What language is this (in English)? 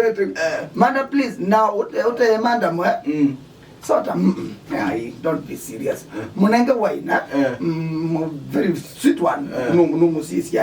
Kamba